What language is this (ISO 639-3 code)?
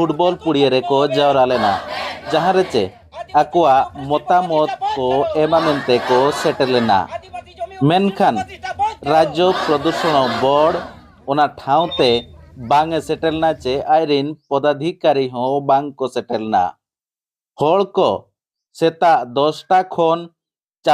sat